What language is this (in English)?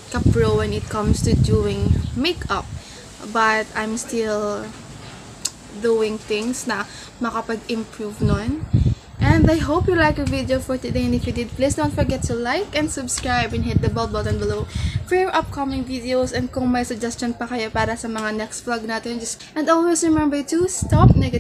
Filipino